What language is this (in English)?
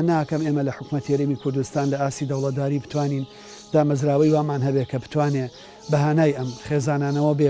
Central Kurdish